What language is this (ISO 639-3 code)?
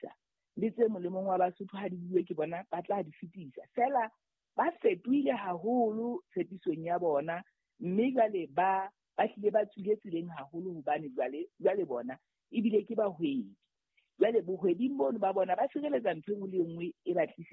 sot